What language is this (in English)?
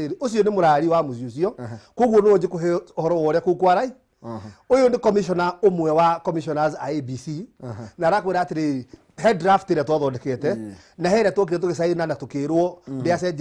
Kikuyu